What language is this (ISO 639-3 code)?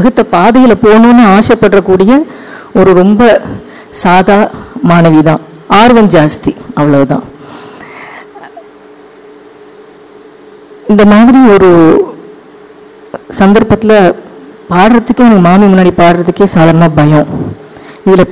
tam